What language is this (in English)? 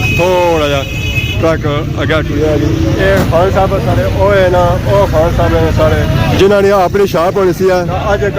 Pahari-Potwari